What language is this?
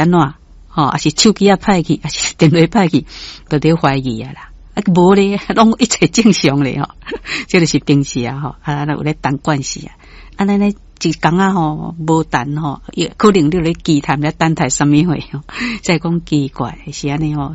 Min Nan Chinese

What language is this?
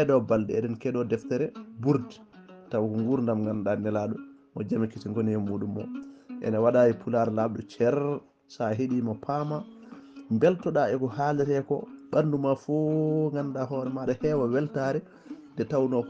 Fula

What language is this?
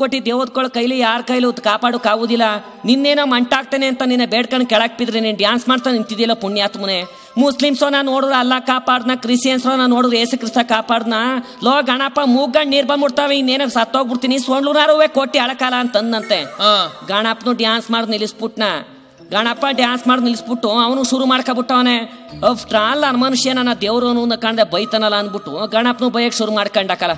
Kannada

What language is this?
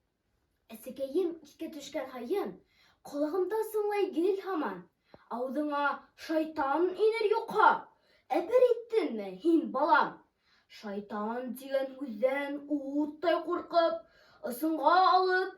Bashkir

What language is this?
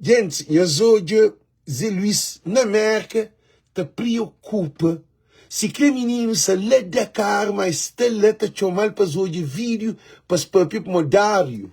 Kabuverdianu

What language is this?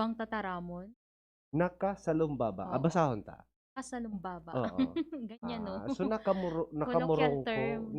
Bikol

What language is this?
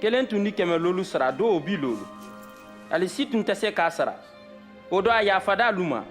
Mandingo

